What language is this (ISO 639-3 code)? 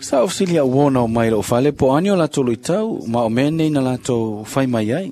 smo